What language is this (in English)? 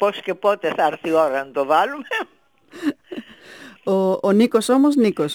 Greek